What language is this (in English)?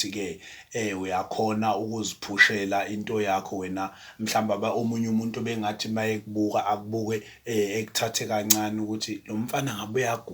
Zulu